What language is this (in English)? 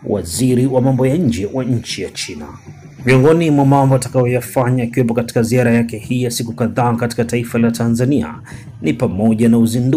Swahili